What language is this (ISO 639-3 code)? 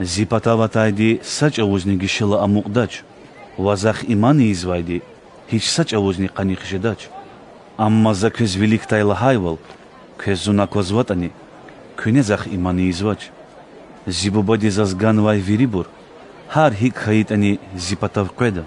lez